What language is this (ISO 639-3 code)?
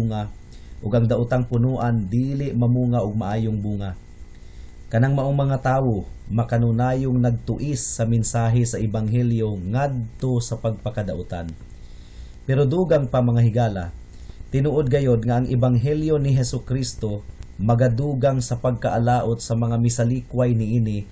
ceb